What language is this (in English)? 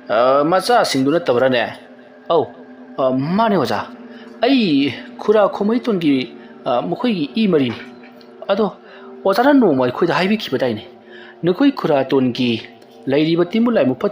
Manipuri